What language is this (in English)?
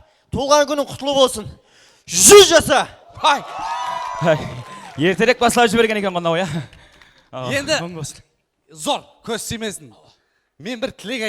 Kara-Kalpak